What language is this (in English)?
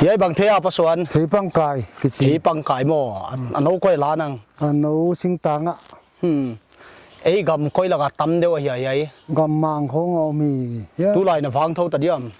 Paite Chin